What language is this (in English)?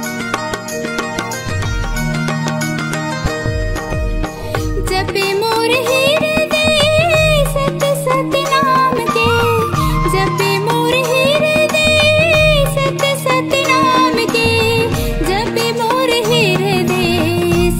Chhattisgarhi